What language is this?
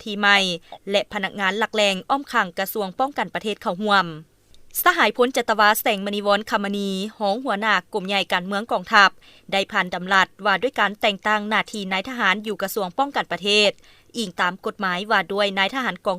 Lao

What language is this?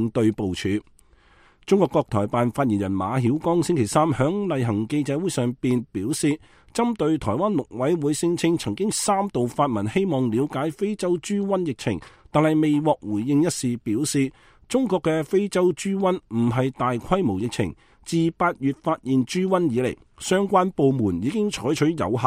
Cantonese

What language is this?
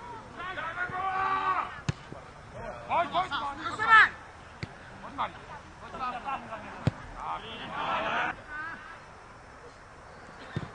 Czech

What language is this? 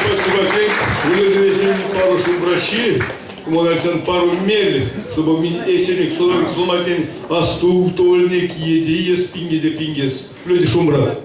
Erzya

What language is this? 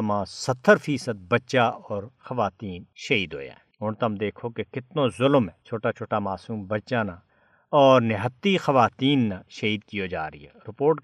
Gujari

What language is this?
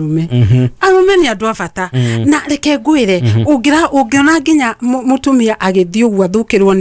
Kikuyu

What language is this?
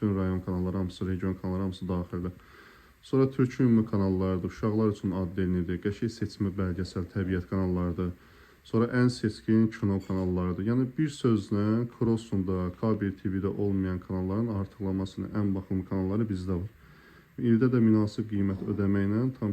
Azerbaijani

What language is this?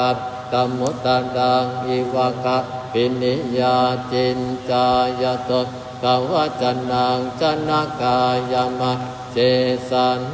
Pali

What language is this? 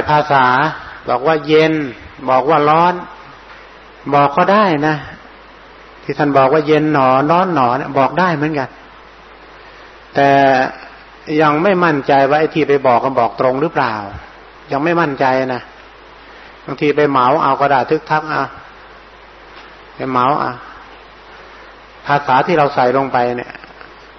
Thai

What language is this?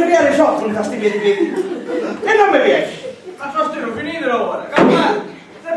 Sicilian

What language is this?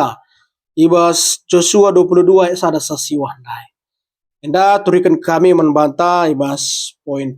Batak Karo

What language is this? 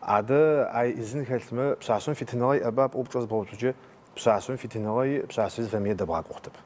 Adyghe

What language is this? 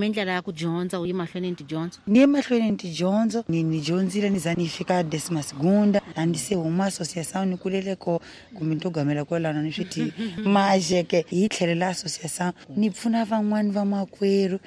Tsonga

